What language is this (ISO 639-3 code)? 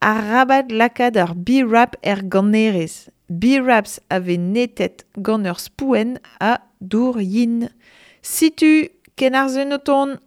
bre